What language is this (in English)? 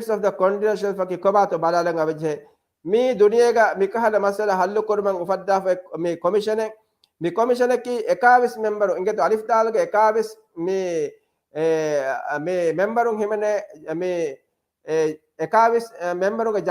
Divehi